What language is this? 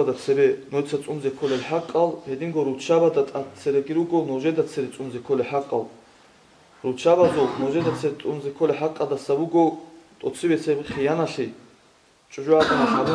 Avaric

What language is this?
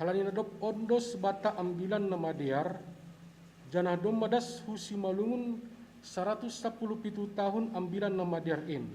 Batak Simalungun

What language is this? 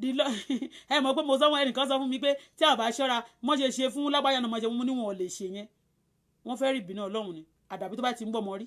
Yoruba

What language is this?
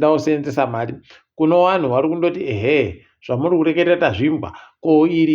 Ndau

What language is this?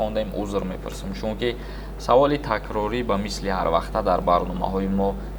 Tajik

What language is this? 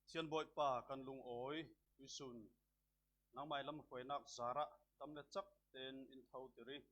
Falam Chin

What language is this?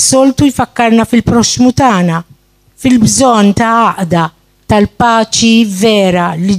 Maltese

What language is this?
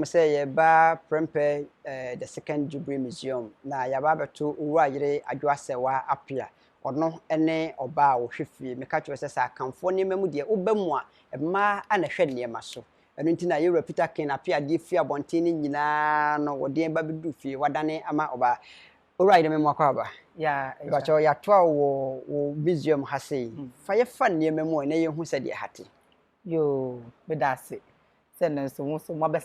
Akan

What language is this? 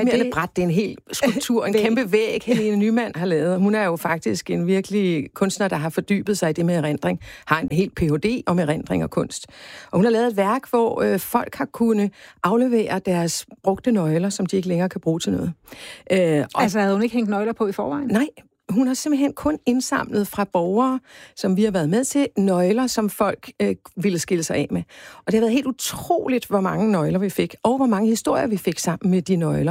Danish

